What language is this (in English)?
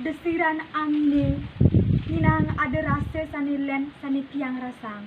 Balinese